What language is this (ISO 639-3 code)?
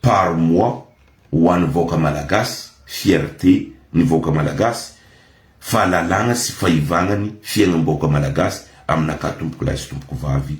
mlg